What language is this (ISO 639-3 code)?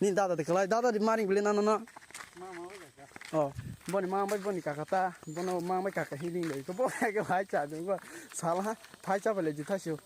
trp